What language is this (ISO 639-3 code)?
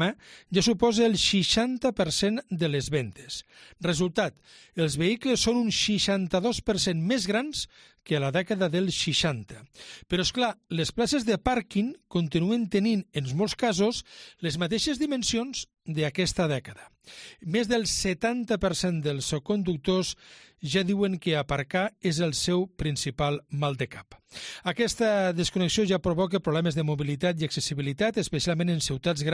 cat